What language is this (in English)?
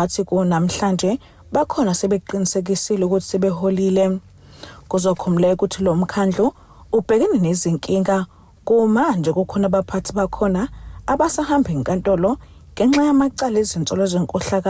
Zulu